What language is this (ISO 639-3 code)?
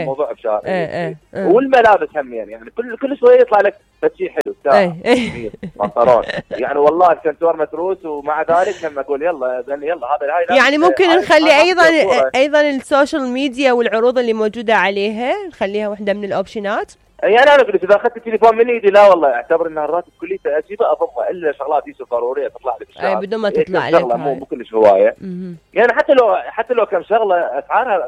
acm